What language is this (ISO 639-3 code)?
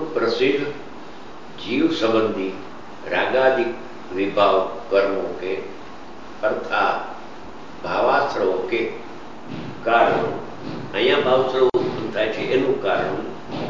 guj